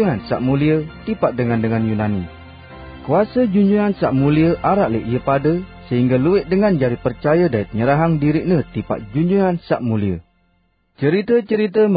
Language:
Sasak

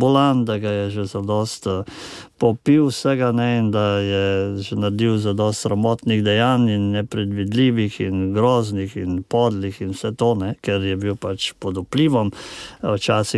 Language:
Slovenian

